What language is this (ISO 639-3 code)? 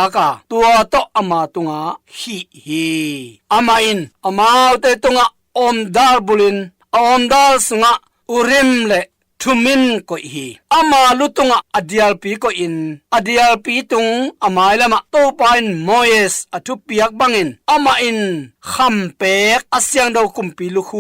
ctd